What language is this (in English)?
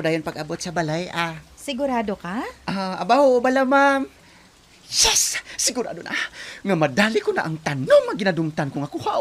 Hiligaynon